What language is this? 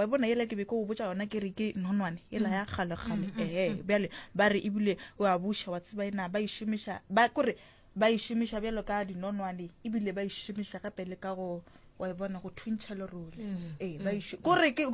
Northern Sotho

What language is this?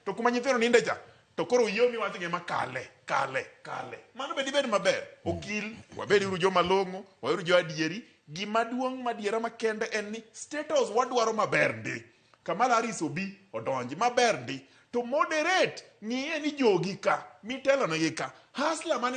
Luo (Kenya and Tanzania)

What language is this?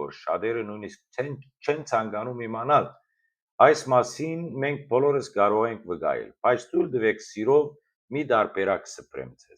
Western Armenian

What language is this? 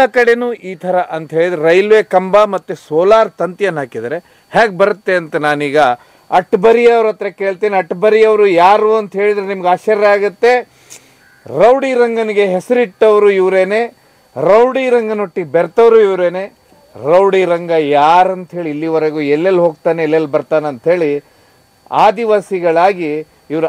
Kannada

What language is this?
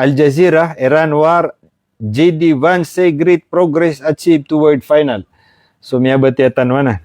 Maranao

